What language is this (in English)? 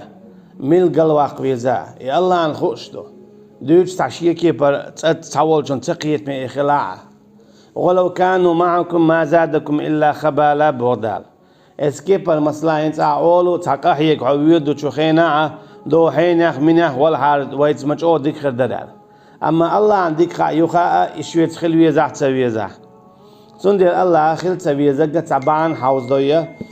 Chechen